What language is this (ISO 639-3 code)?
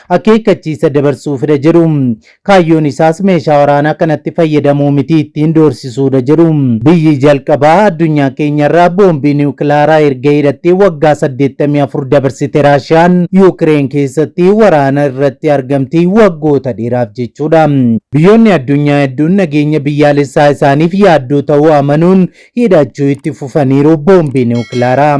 orm